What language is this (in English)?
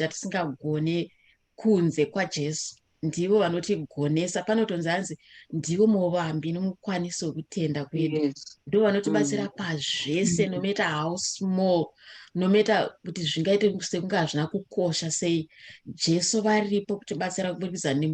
Shona